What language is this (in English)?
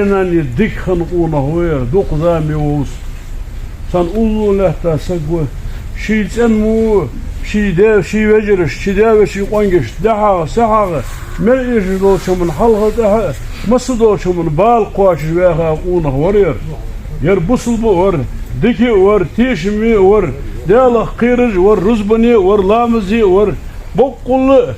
Ingush